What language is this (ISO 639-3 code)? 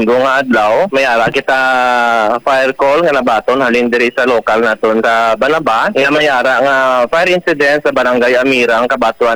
hil